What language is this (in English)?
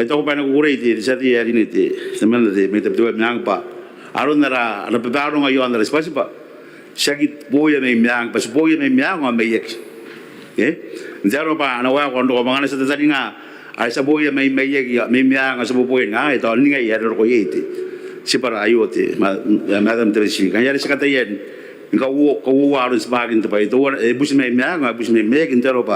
Gilbertese